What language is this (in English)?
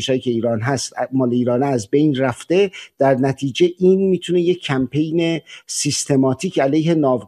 Persian